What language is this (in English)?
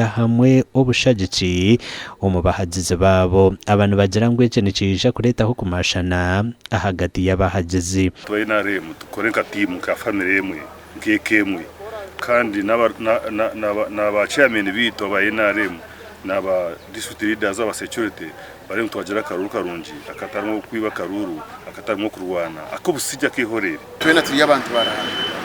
Nyankole